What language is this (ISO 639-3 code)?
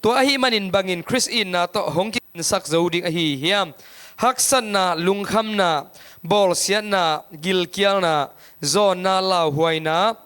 ctd